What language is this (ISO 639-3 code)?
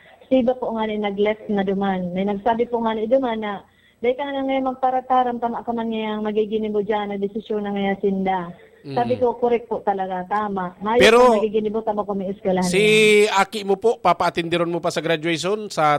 bik